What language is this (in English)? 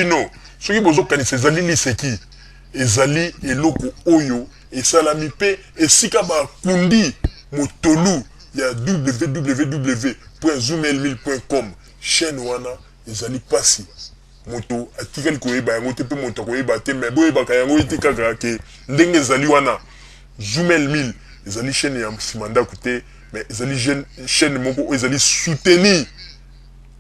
Lingala